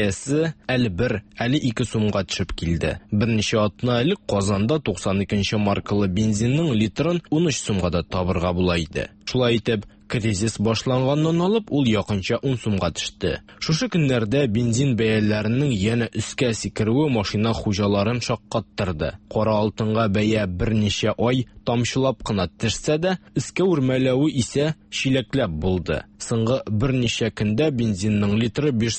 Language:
Tatar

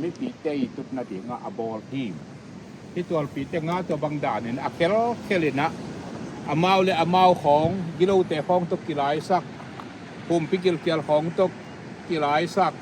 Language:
Tedim Chin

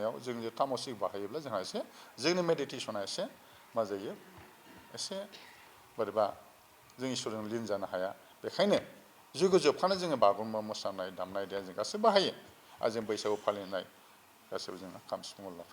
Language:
Bodo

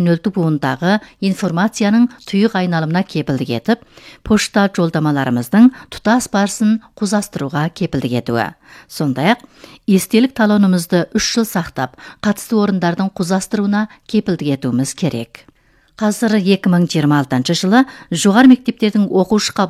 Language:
Kazakh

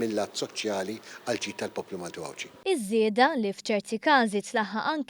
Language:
Maltese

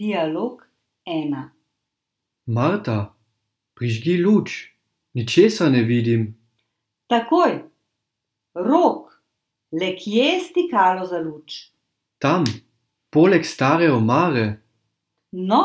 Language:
Slovenian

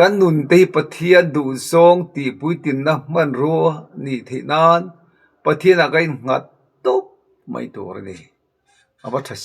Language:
Mizo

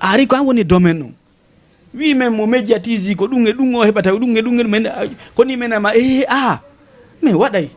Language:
Fula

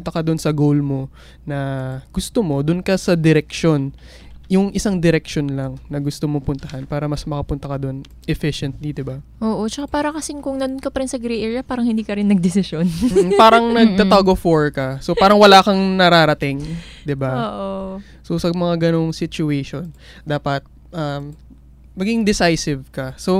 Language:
Filipino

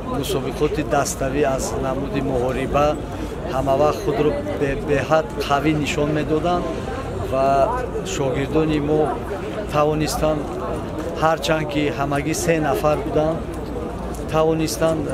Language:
Tajik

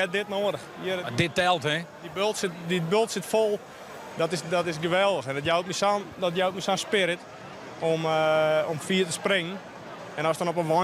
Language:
Western Frisian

